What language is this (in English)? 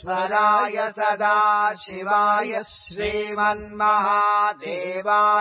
Sanskrit